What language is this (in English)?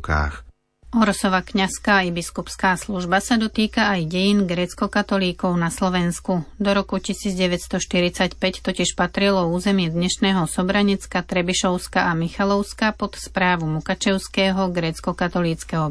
Slovak